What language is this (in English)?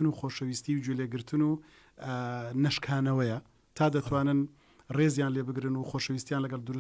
Central Kurdish